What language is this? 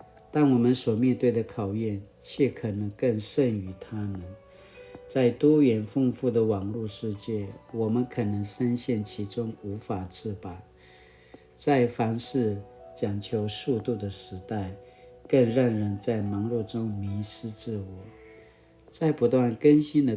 Paiwan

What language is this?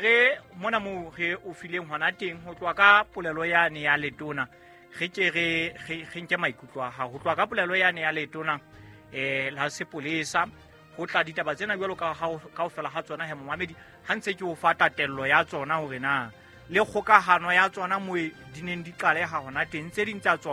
Southern Sotho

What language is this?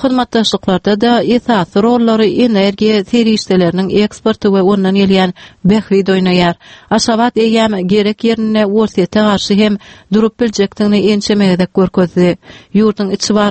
Turkmen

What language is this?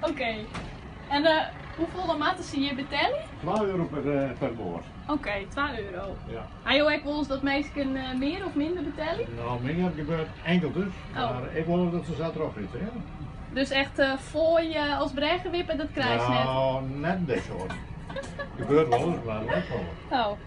Western Frisian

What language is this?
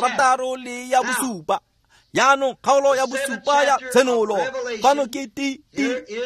Tswana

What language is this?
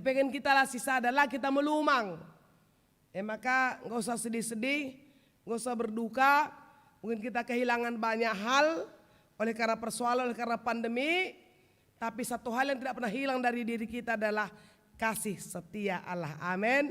Batak Karo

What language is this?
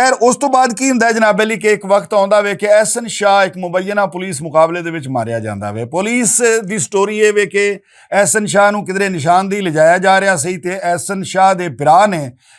Western Panjabi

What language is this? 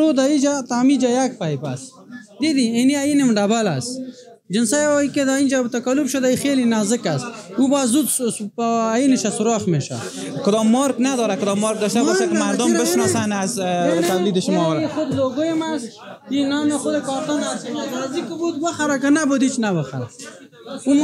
Persian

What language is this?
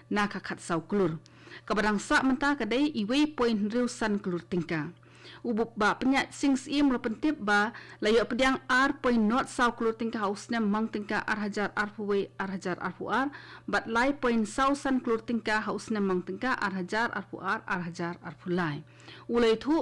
Khasi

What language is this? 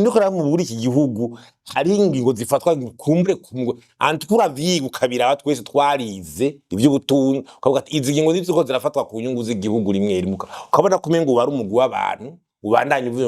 Rundi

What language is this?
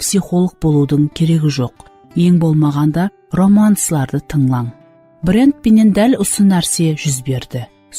Kara-Kalpak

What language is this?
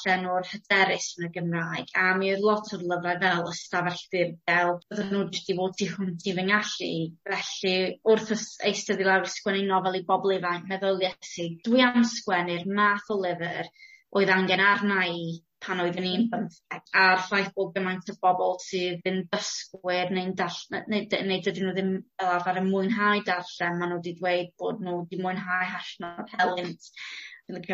Welsh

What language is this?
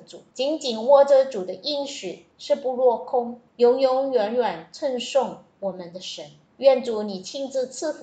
Chinese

